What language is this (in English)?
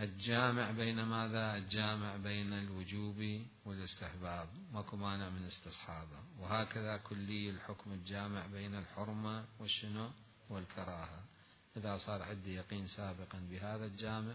Mesopotamian Arabic